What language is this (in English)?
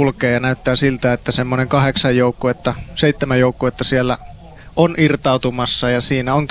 Finnish